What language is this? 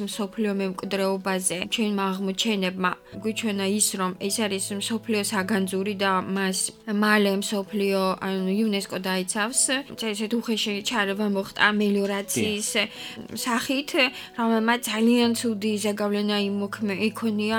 Georgian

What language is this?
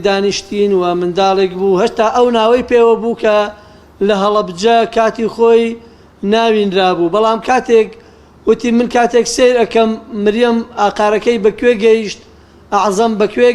Central Kurdish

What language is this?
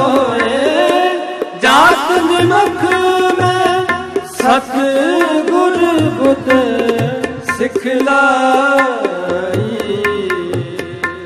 Punjabi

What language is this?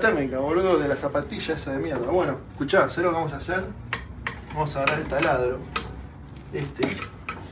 Spanish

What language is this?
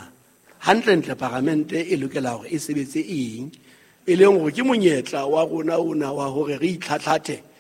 Southern Sotho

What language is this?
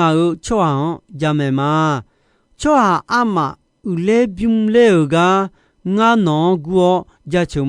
Akha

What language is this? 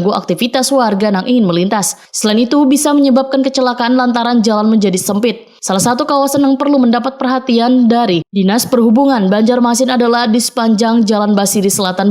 Banjar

